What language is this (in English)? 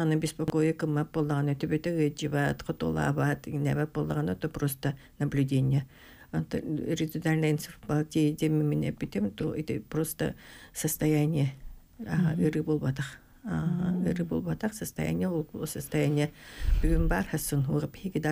Yakut